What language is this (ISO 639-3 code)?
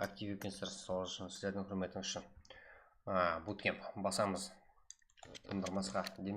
kaa